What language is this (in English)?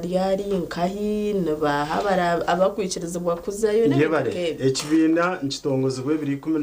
Nyankole